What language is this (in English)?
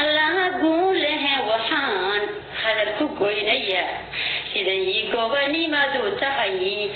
Somali